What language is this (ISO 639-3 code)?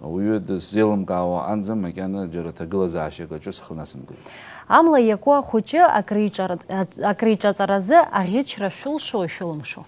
abk